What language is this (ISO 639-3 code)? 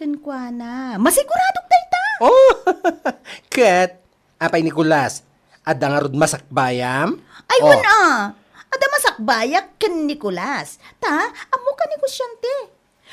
ilo